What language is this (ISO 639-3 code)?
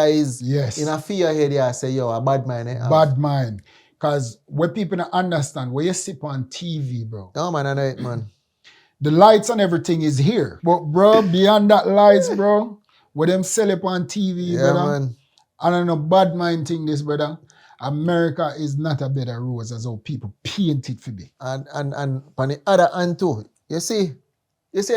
jam